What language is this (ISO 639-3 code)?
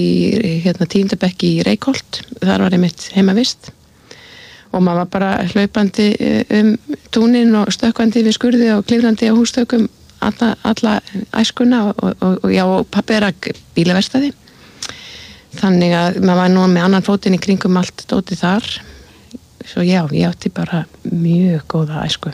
isl